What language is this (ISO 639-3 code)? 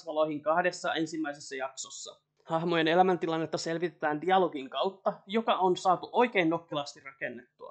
fin